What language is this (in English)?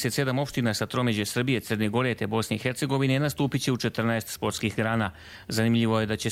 Croatian